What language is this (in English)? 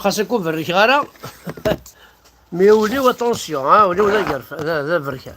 Kabyle